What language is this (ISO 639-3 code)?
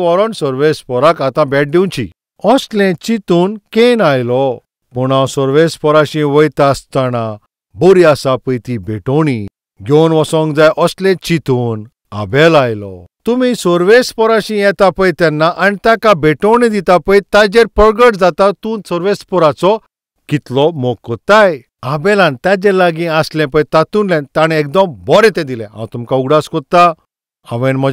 kok